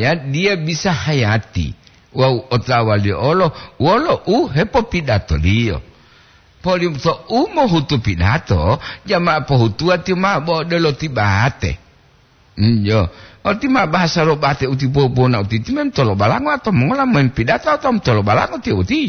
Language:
Gorontalo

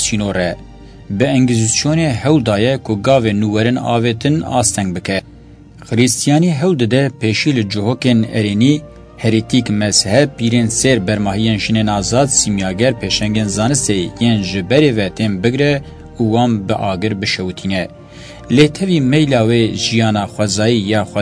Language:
Kurdish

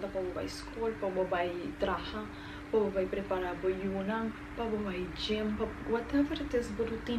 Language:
Papiamento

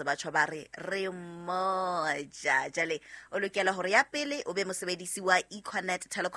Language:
Southern Sotho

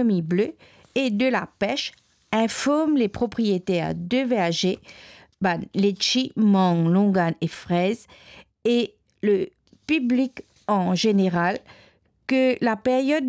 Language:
Morisyen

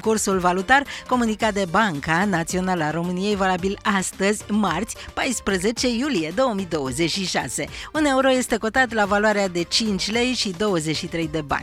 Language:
Romanian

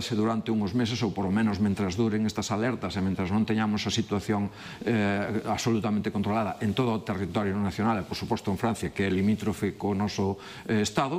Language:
Galician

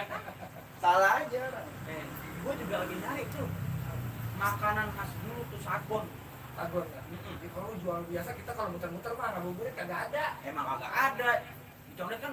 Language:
Betawi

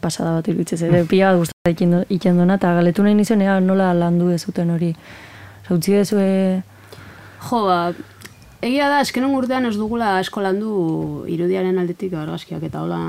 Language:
Basque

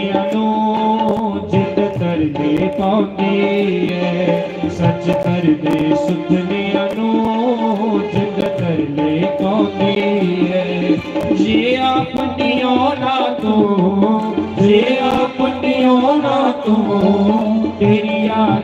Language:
Dogri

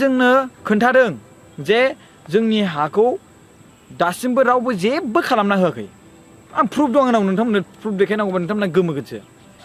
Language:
Bodo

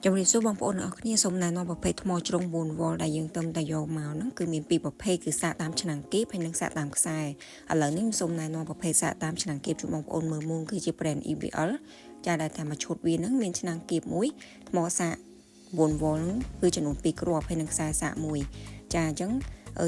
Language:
Khmer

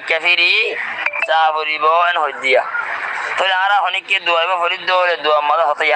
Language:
Rohingya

